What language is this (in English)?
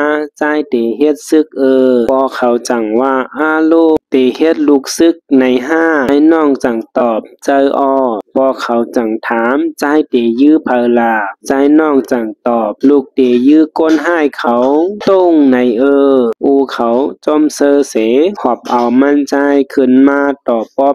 Shan